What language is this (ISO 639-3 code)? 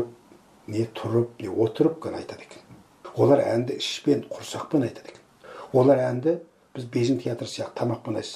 kaz